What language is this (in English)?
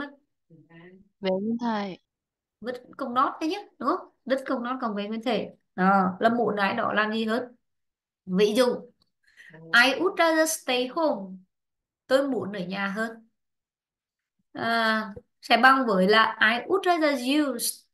Vietnamese